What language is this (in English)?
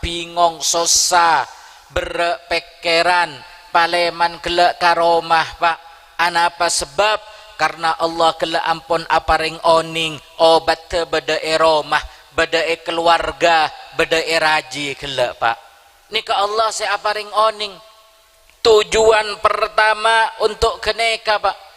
Madurese